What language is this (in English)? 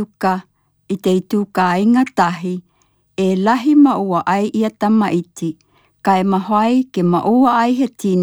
Tokelau